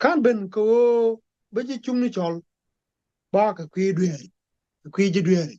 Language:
Nuer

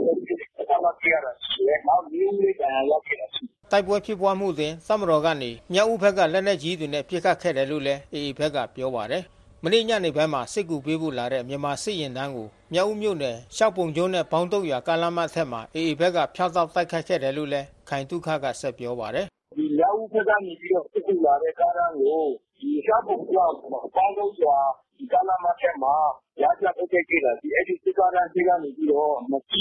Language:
Burmese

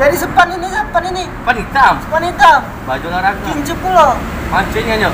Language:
Musi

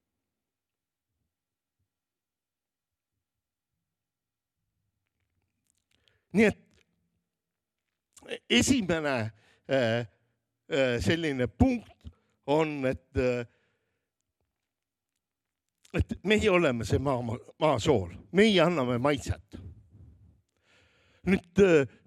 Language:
Estonian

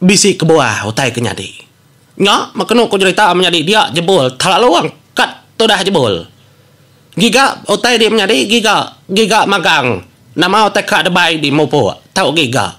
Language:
Iban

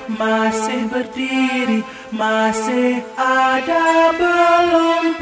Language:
Malay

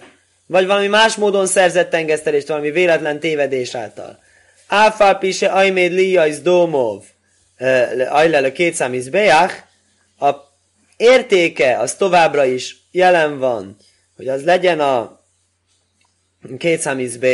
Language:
Hungarian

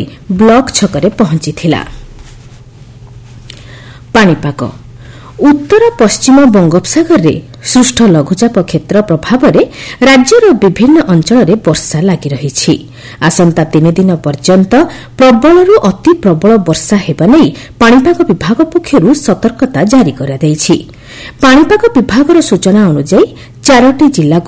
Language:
Odia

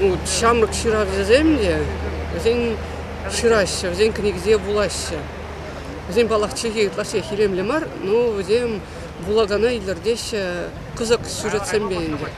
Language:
Chuvash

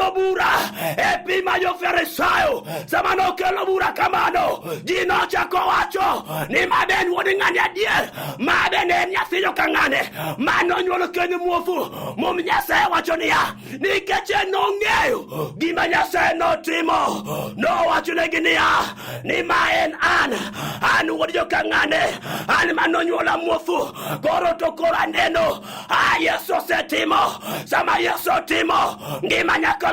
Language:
Luo (Kenya and Tanzania)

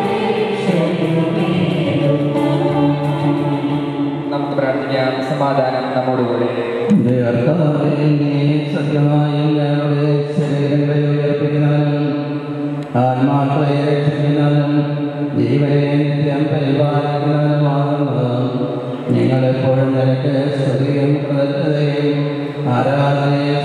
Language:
Malayalam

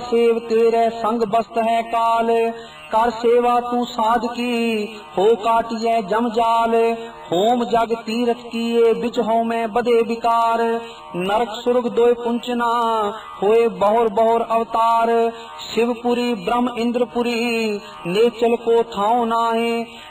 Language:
Punjabi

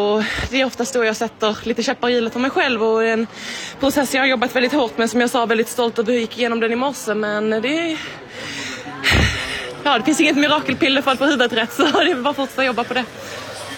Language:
Swedish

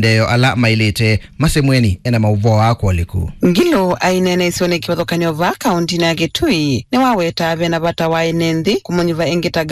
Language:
Kamba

